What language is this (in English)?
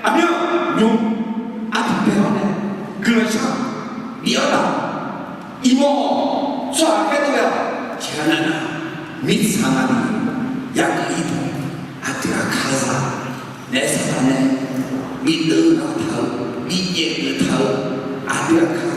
Akha